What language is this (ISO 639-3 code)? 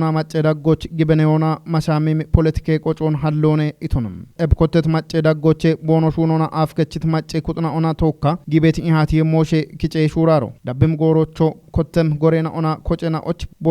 kbr